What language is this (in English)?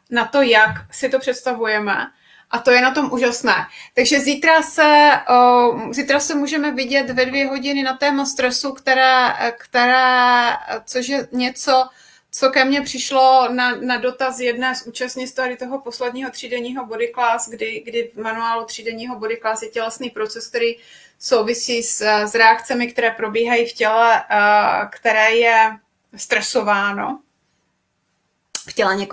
Czech